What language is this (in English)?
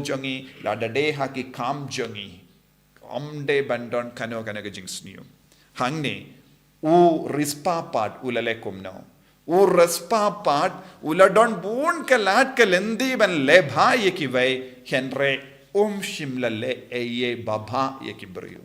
Khasi